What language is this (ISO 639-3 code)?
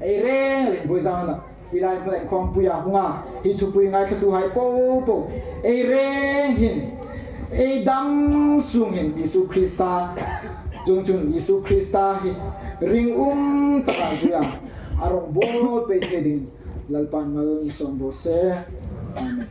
hmr